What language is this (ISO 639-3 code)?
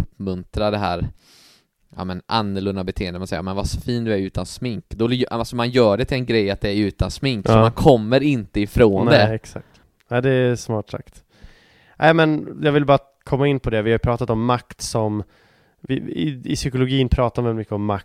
swe